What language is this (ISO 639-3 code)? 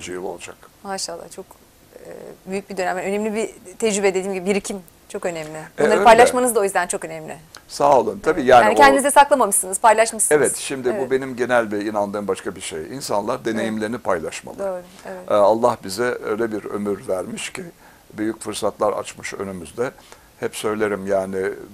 tur